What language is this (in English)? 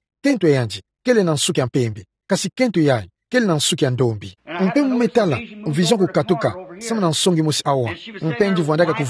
Kituba (Democratic Republic of Congo)